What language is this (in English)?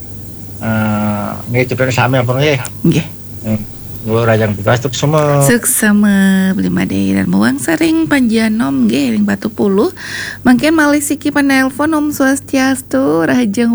Balinese